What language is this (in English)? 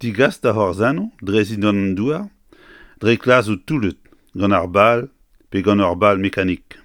Breton